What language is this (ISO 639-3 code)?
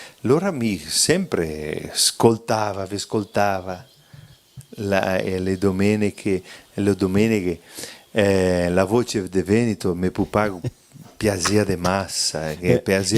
vec